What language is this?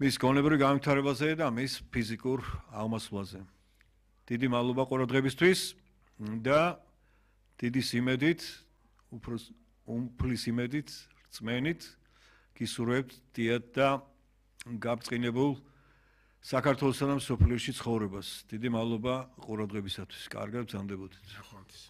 Georgian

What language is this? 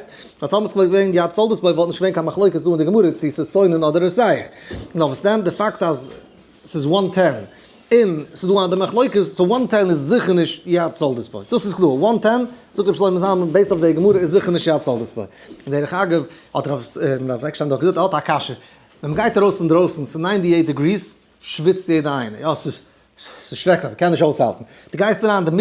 Yiddish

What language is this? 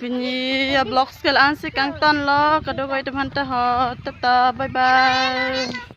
Karbi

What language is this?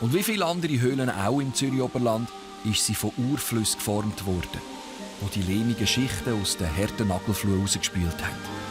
Swiss German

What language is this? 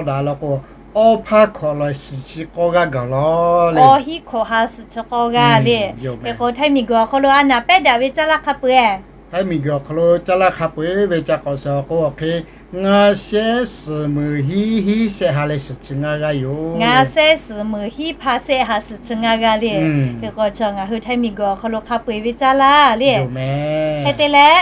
Lahu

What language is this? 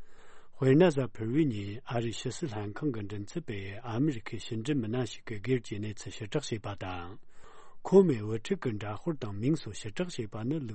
Tibetan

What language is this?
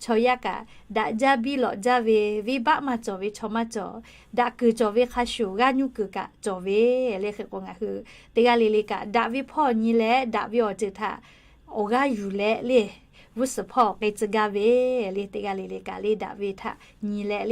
Lahu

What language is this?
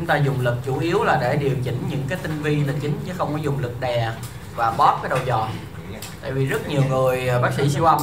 Vietnamese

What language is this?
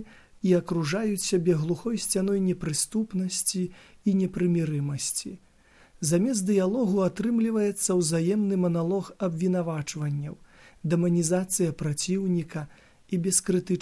Belarusian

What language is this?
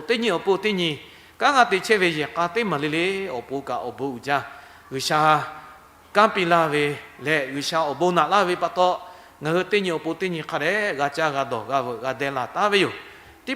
Lahu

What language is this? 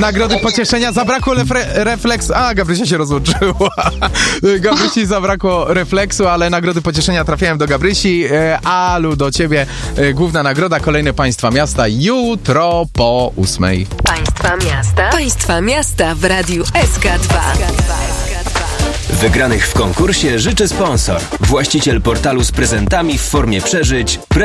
Polish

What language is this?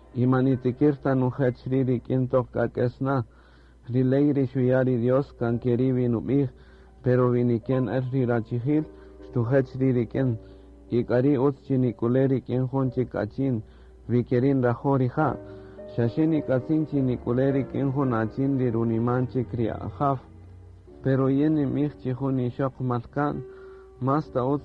Kaqchikel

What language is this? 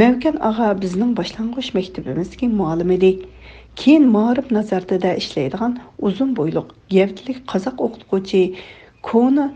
Uyghur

